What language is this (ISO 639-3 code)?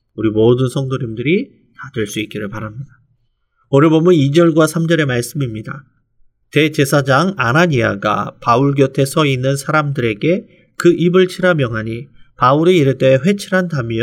kor